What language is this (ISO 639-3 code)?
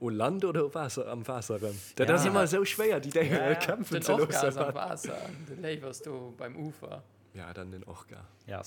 ltz